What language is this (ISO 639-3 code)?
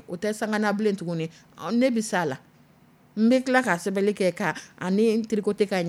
dyu